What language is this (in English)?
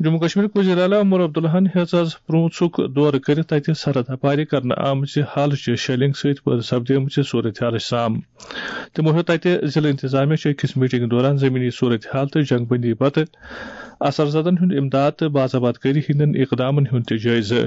Kashmiri